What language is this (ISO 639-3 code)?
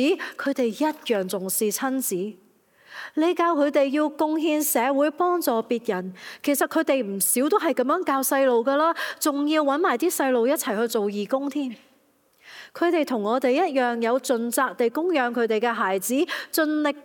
yue